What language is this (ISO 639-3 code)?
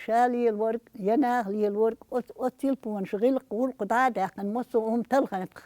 che